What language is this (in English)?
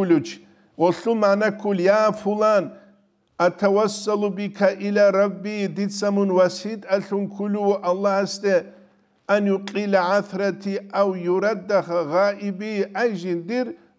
Avaric